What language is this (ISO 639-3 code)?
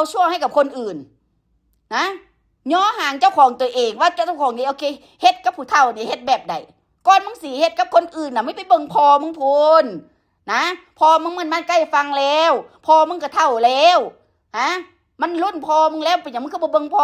tts